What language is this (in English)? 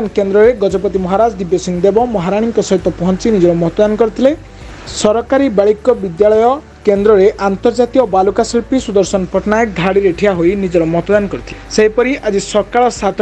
Odia